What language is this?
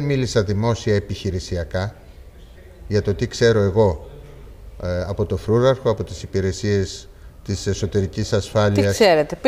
Greek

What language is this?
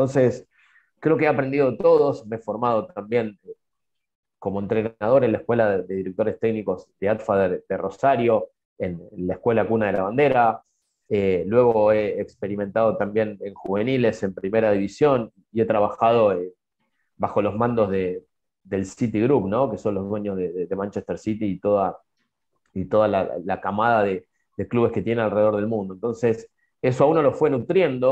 Spanish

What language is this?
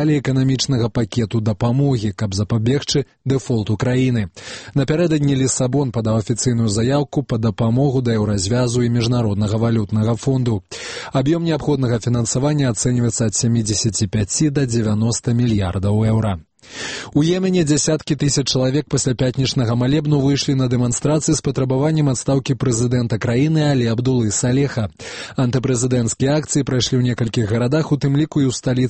Belarusian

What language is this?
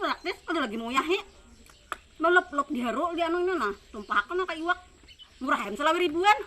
Banjar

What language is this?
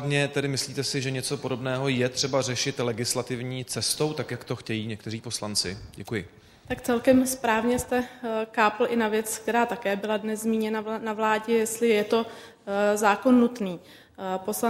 Czech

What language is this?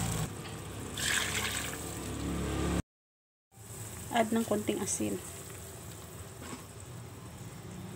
Filipino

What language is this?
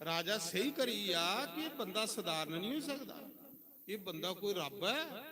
Dogri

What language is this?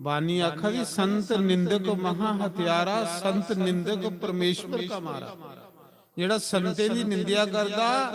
Dogri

